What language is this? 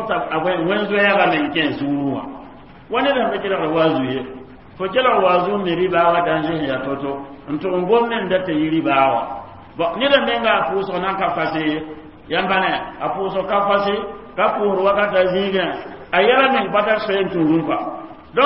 Mossi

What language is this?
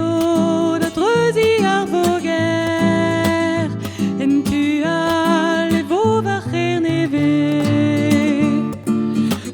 Breton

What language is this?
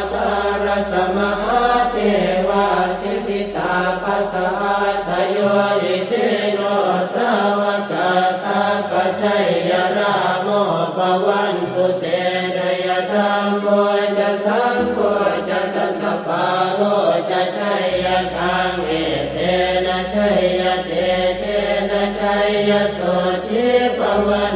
Pali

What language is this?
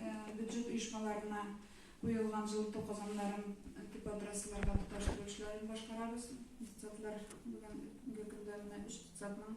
Tatar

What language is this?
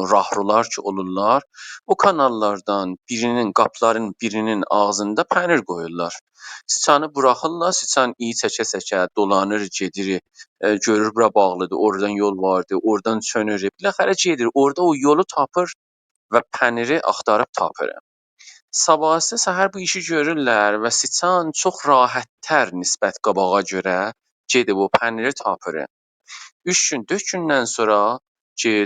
South Azerbaijani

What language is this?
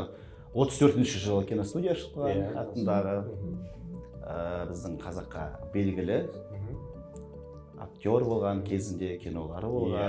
Kazakh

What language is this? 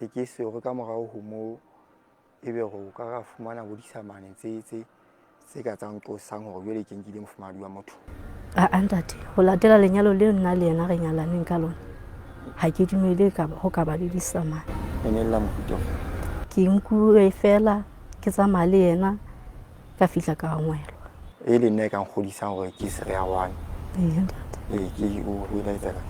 Southern Sotho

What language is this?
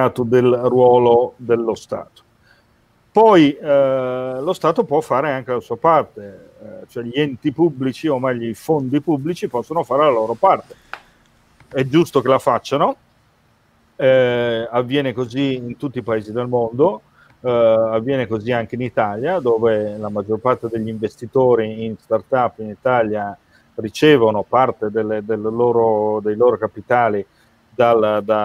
Italian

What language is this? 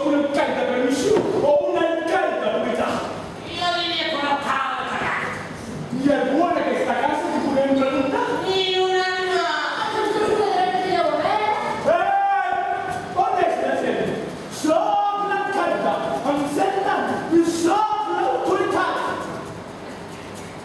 Catalan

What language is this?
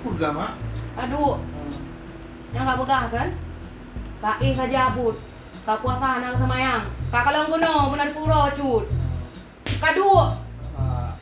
Achinese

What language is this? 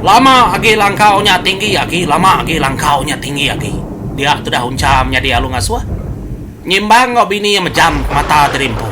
Iban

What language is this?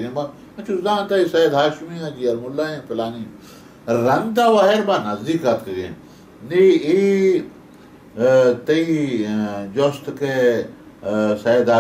Baluchi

